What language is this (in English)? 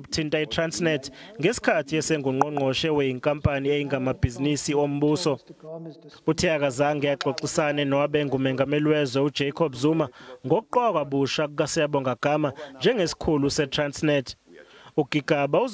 Zulu